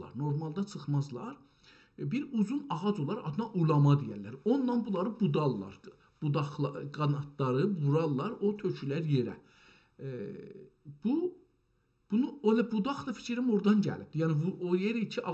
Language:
South Azerbaijani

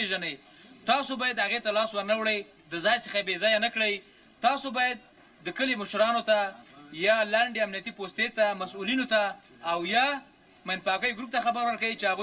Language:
Pashto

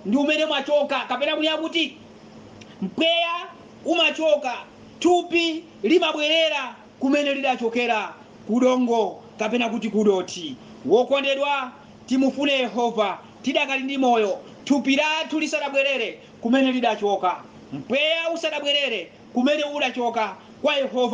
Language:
Nyanja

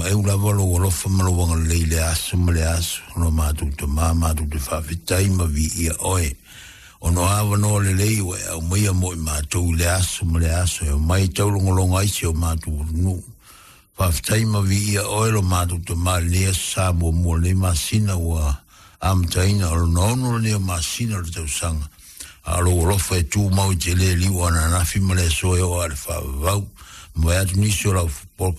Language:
Samoan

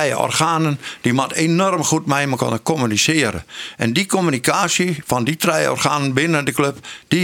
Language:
Western Frisian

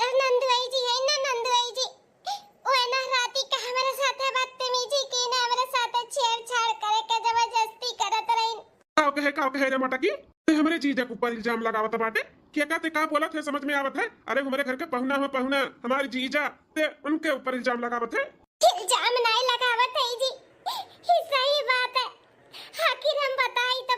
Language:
Bhojpuri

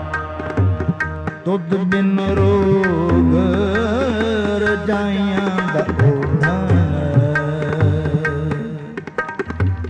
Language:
Punjabi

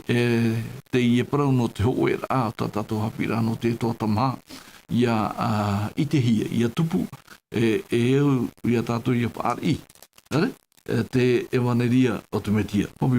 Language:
Tahitian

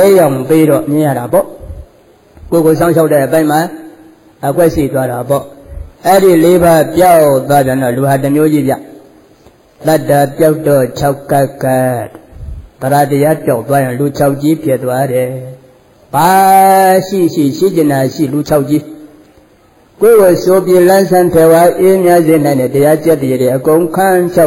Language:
Burmese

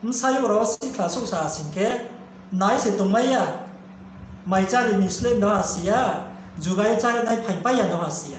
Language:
Riang (India)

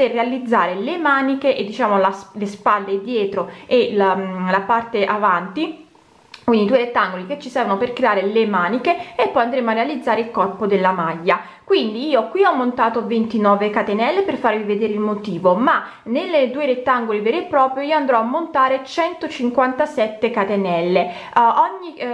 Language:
Italian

